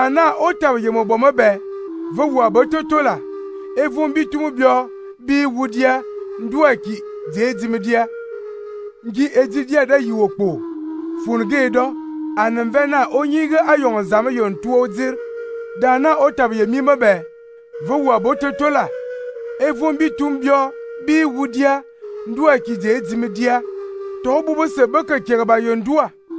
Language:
Fang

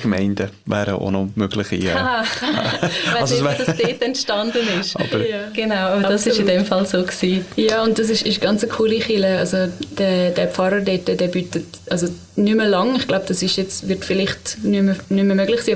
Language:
German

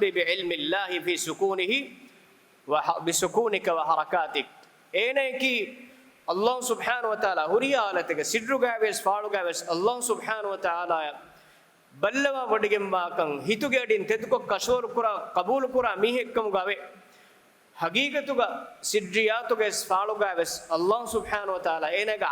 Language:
Divehi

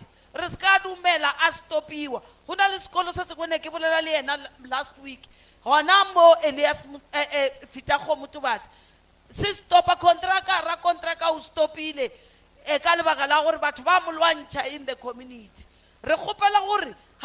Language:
Northern Sotho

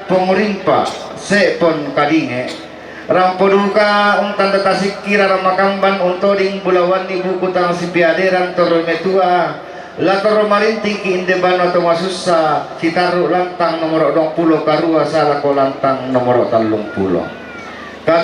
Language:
Toraja-Sa'dan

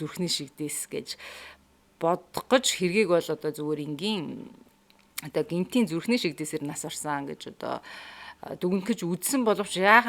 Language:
Mongolian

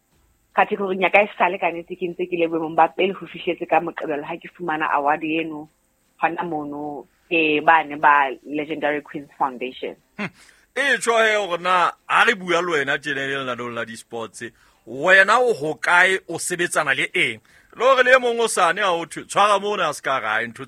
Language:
Southern Sotho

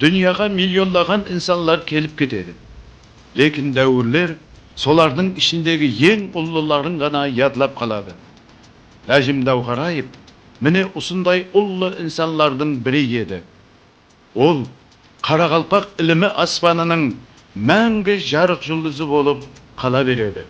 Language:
Kara-Kalpak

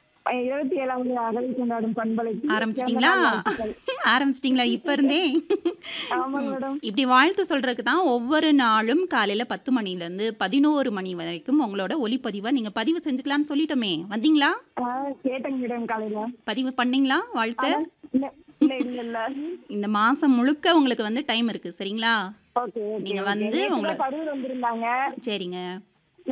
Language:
Tamil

